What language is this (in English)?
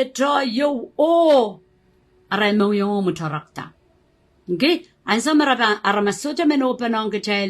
Pohnpeian